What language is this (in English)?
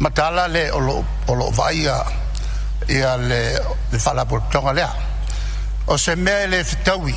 Samoan